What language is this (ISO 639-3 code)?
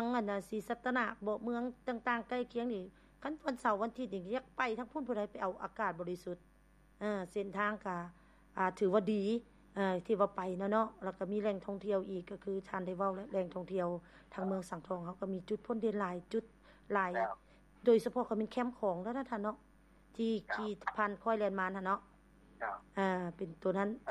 lao